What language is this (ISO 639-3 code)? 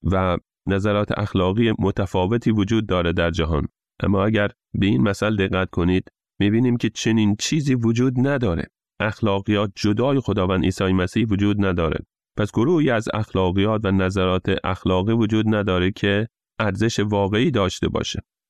fas